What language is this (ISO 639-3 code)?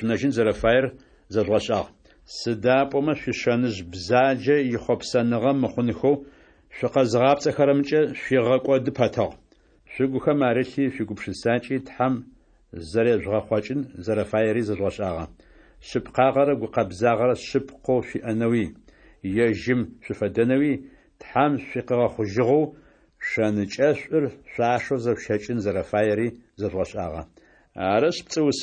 ady